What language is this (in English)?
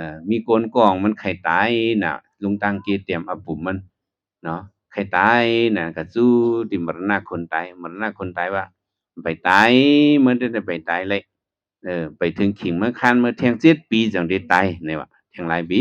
Shan